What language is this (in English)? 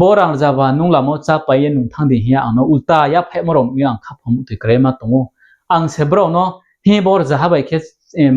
Riang (India)